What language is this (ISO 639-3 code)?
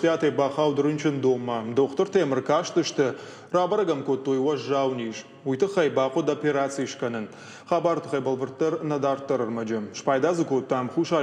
oss